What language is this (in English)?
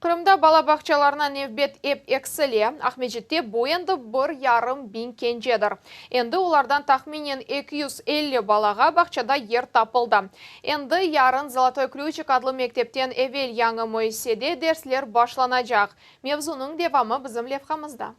Crimean Tatar